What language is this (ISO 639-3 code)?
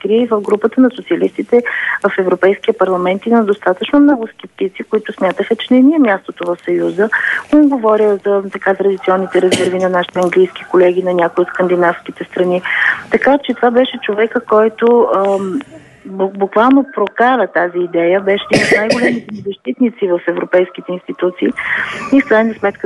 bul